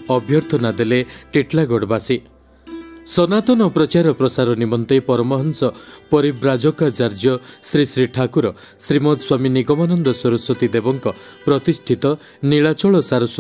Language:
Odia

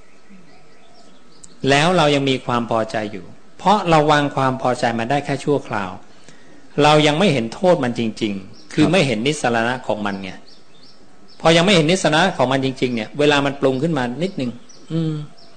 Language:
Thai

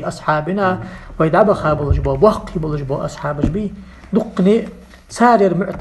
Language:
Ingush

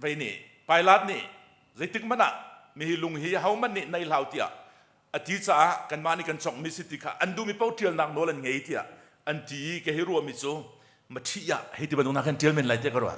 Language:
Hakha Chin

